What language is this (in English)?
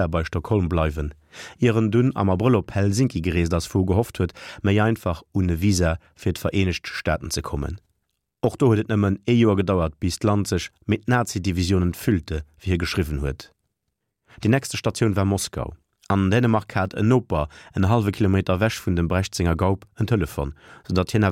Luxembourgish